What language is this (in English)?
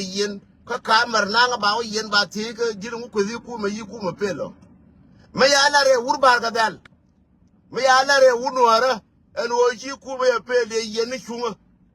Nuer